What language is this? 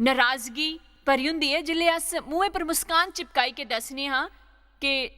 Dogri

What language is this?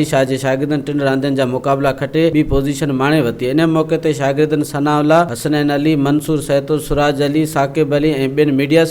Sindhi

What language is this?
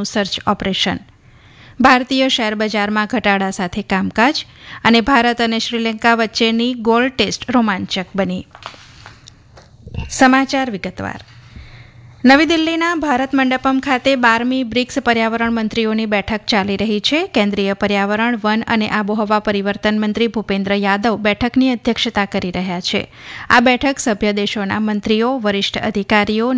Gujarati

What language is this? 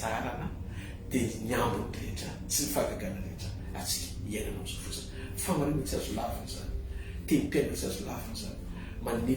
Malagasy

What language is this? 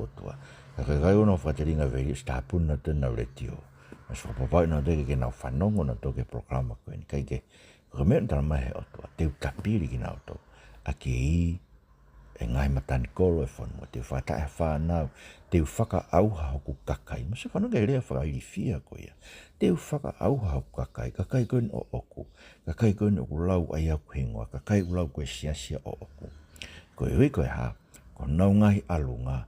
Tongan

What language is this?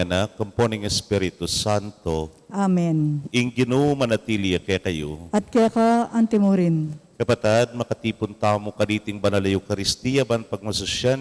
Pampanga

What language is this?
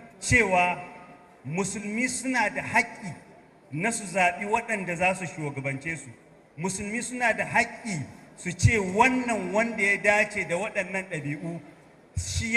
Hausa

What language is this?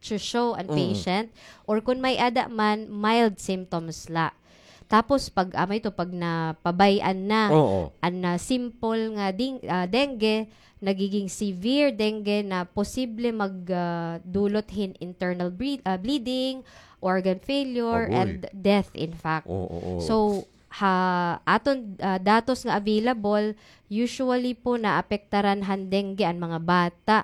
Waray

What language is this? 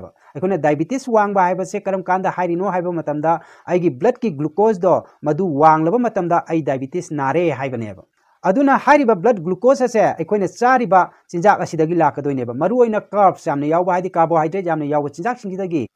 Manipuri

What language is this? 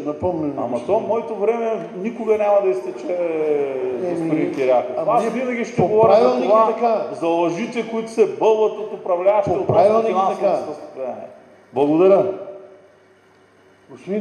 Bulgarian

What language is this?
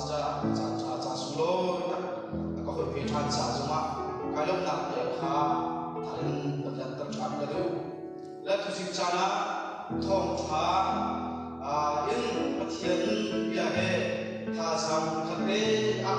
Hakha Chin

